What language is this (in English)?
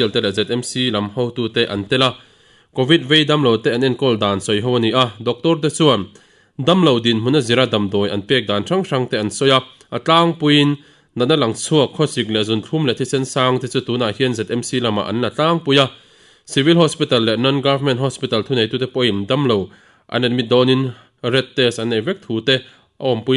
Mizo